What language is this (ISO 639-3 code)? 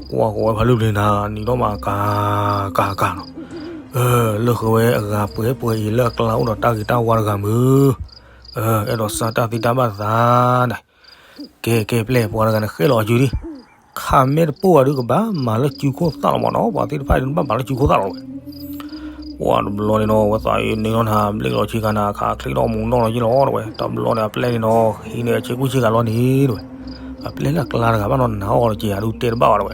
ksw